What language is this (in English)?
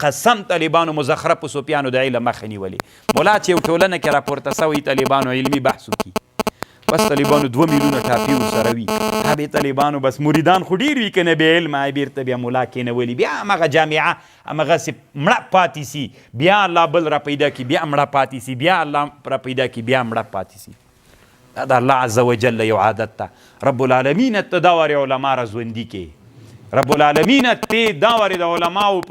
Pashto